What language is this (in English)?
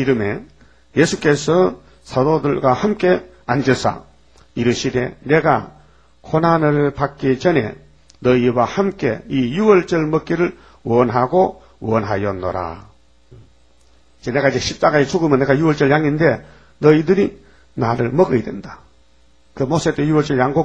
Korean